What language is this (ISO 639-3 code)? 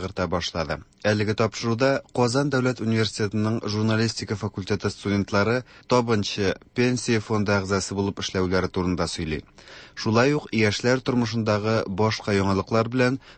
tat